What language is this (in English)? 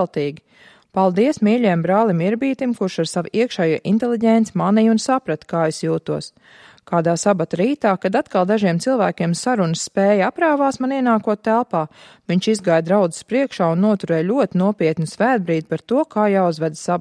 Latvian